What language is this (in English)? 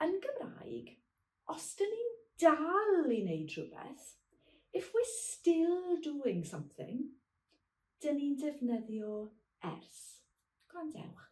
Welsh